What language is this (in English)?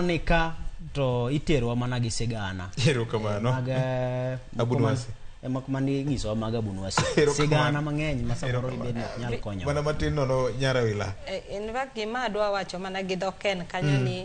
Luo (Kenya and Tanzania)